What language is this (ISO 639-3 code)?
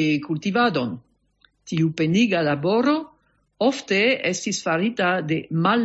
epo